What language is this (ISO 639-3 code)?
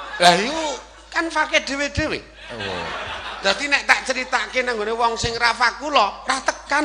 jav